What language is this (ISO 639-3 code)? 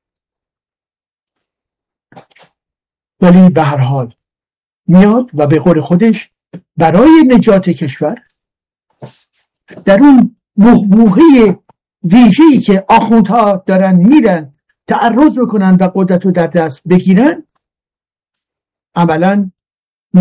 fas